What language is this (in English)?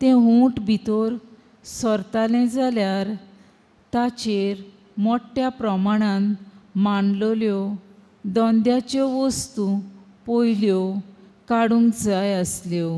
Konkani